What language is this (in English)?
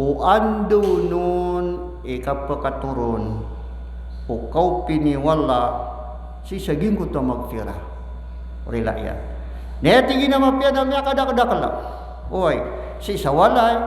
Maranao